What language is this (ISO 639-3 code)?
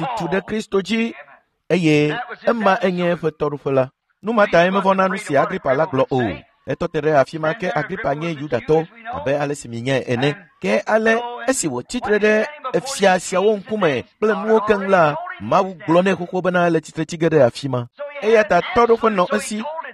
ewe